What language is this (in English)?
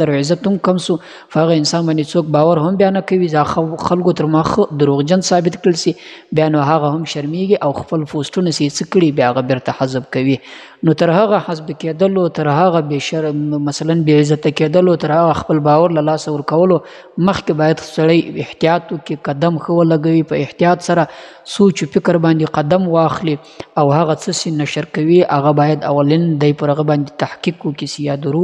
Pashto